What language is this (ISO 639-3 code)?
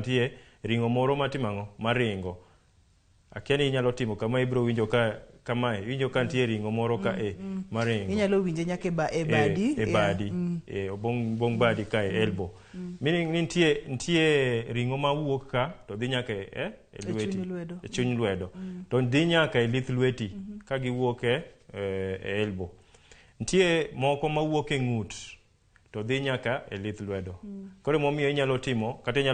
luo